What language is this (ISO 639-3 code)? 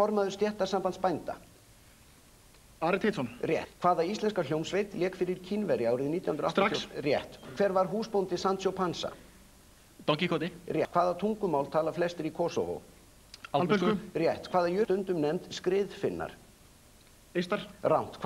isl